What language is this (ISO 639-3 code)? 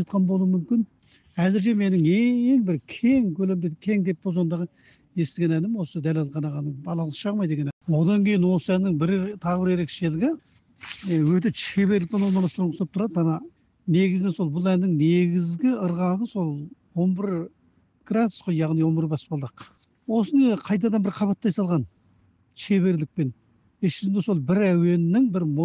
kaz